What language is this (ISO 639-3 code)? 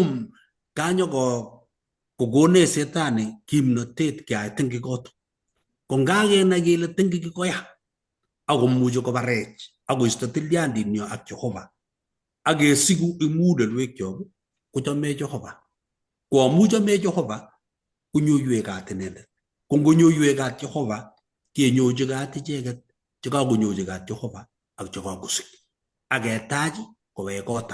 kln